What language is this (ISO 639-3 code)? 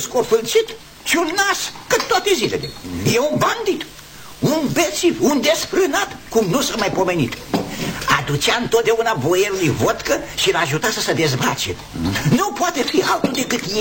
ron